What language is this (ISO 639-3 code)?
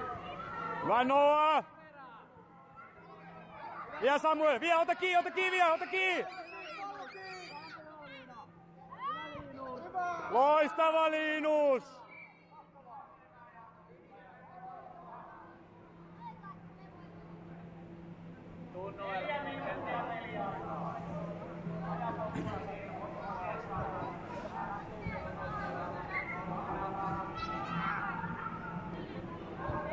fin